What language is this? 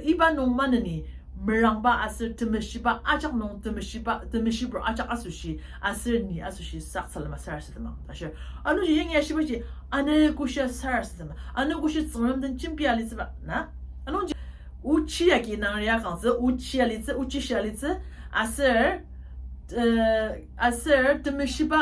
Ao Naga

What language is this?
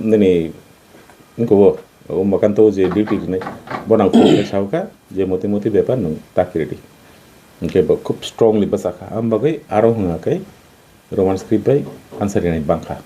Kok Borok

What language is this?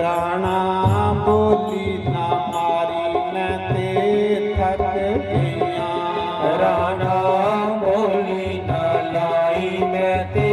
Dogri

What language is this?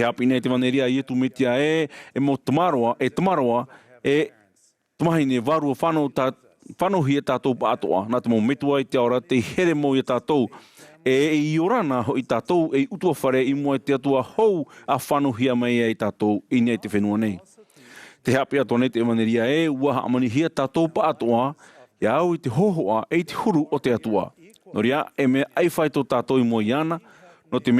Tahitian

